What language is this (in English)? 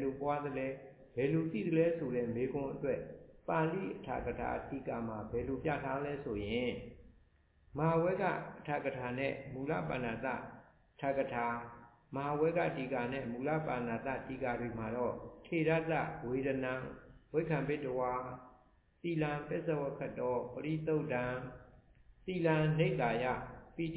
Burmese